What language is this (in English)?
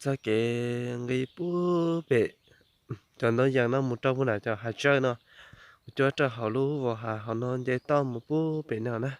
Hmong